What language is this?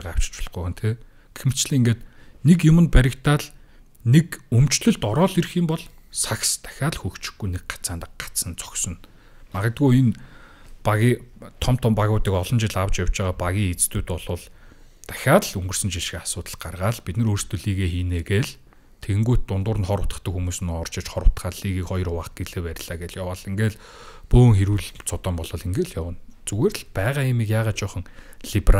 Mongolian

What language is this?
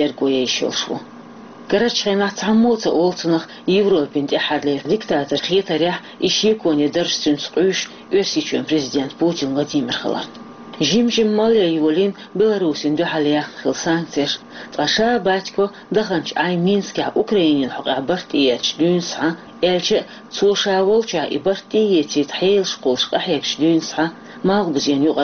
Chechen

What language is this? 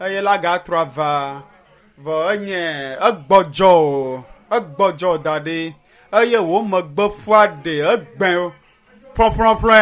Ewe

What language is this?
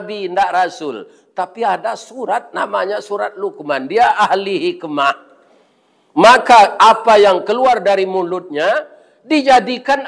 Minangkabau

